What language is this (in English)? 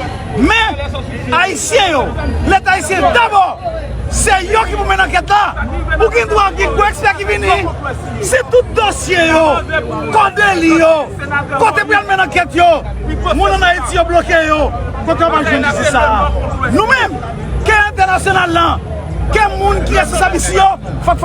Haitian Creole